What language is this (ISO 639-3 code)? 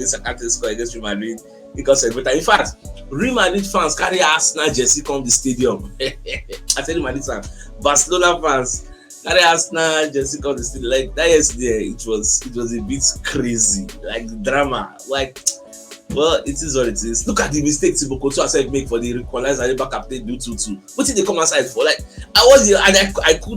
pcm